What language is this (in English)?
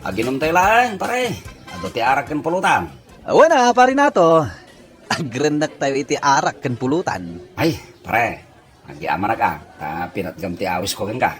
Iloko